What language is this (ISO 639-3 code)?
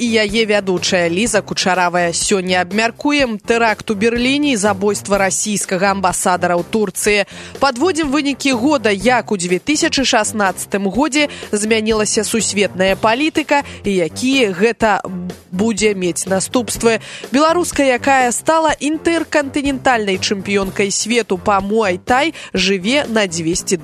bel